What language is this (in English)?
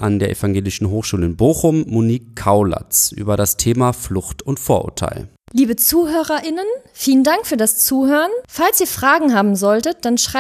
German